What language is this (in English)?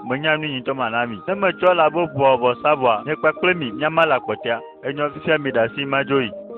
Ewe